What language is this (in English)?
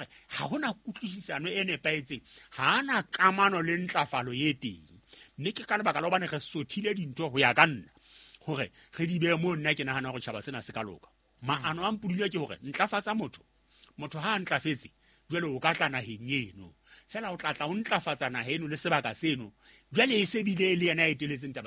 Southern Sotho